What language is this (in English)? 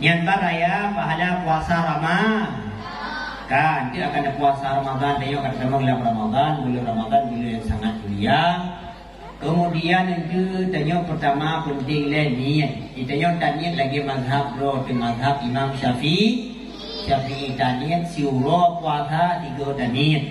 Achinese